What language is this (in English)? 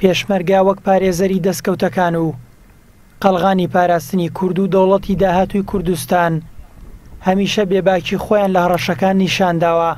Central Kurdish